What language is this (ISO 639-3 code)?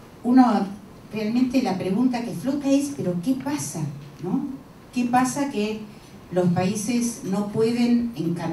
spa